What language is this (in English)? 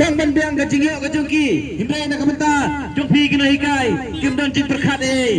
Khasi